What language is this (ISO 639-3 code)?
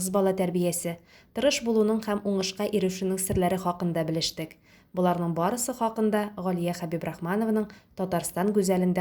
tat